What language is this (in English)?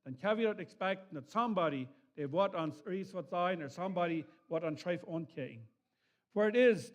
Plautdietsch